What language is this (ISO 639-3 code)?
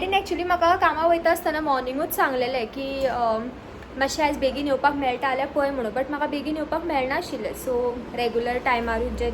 kok